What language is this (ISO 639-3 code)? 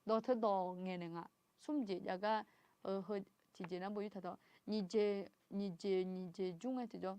ahk